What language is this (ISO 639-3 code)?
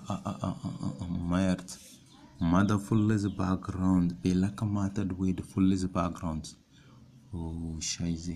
kdh